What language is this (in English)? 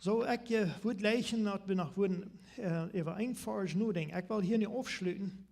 Plautdietsch